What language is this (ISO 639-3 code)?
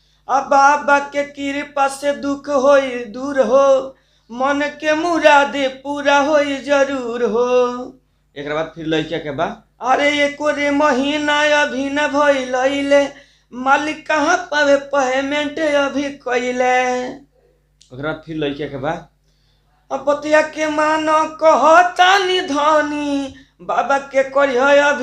bho